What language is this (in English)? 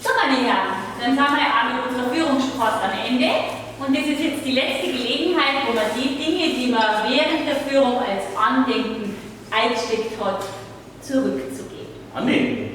Bavarian